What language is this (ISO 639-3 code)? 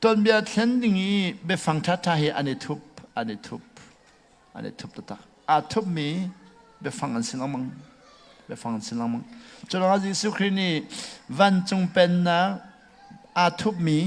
cnh